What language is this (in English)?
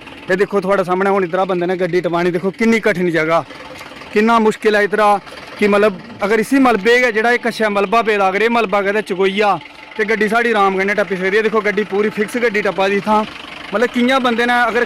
Dogri